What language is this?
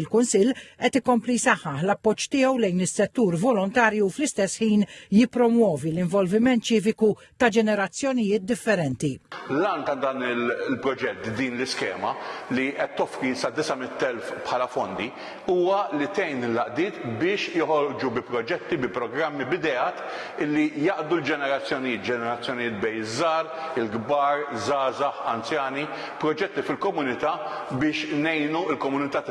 Maltese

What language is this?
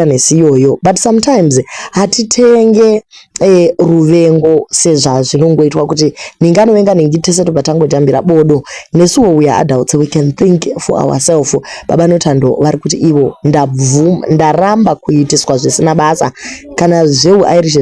Shona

